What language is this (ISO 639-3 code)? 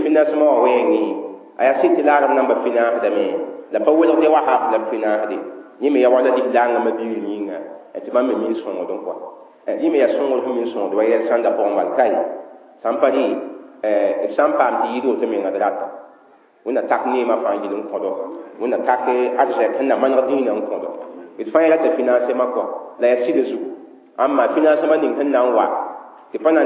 mos